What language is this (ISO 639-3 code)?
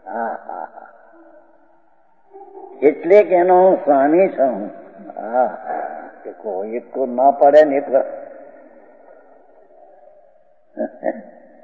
guj